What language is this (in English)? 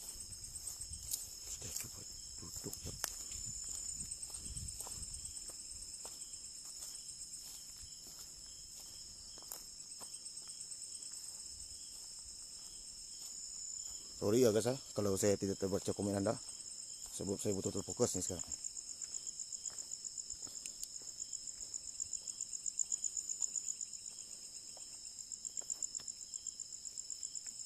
Malay